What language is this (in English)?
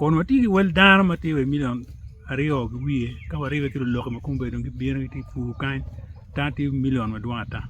Acoli